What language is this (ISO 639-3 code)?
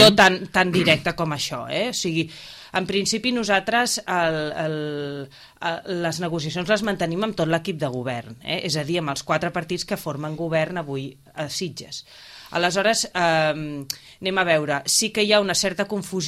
cat